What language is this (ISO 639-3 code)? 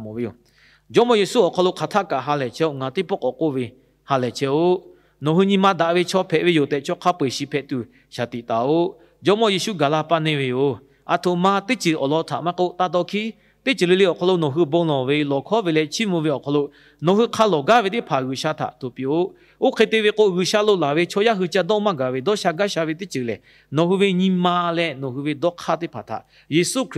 lhu